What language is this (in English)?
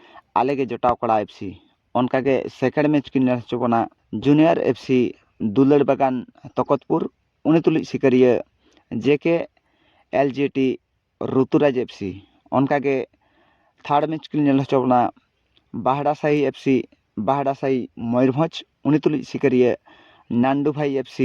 Santali